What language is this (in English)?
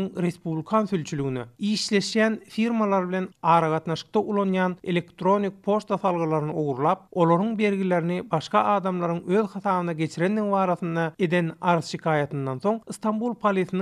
Turkmen